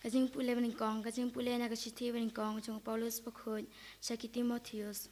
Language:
Khasi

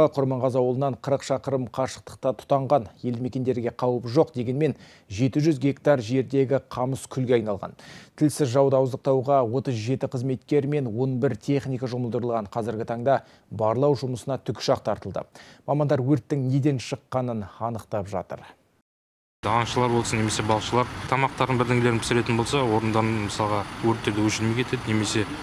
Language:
Kazakh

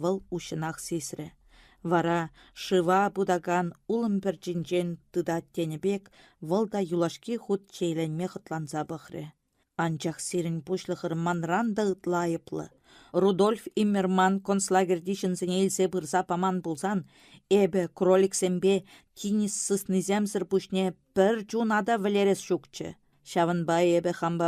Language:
Chuvash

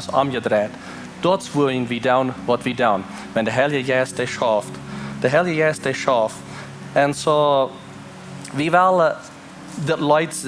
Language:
Plautdietsch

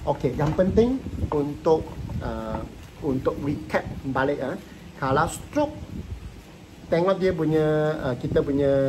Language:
Malay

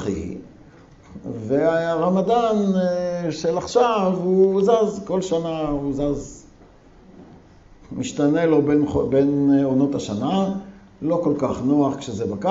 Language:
Hebrew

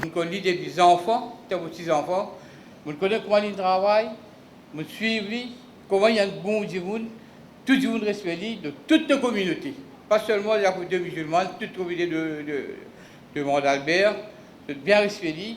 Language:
Morisyen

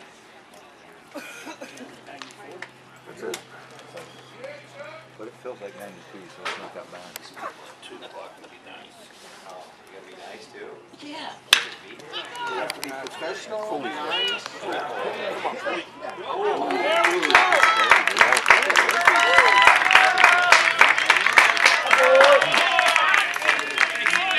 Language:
English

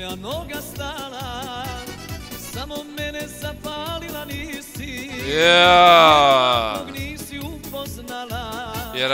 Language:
Croatian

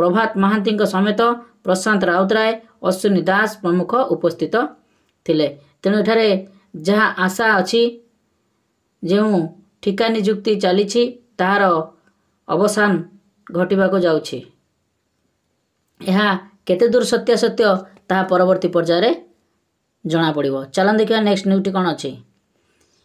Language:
Odia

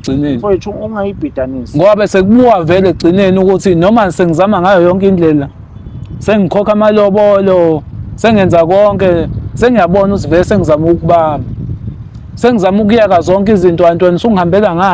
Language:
Zulu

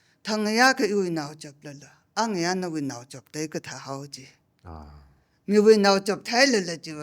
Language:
Tangkhul Naga (India)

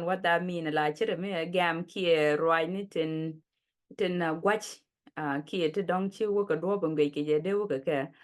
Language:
Nuer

